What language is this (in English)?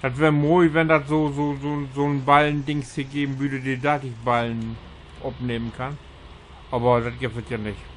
Low German